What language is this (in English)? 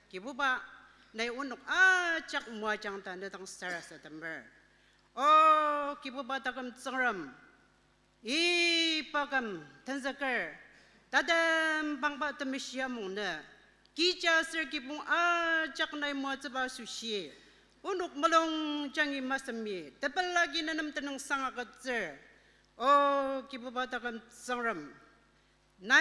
Ao Naga